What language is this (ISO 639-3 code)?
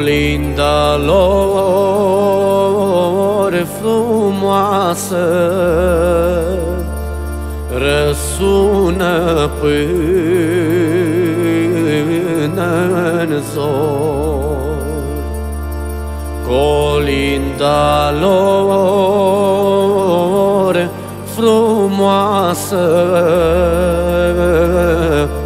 ron